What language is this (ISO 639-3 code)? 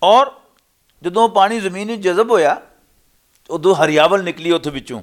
lah